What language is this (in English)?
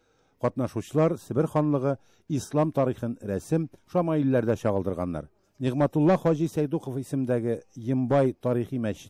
Tatar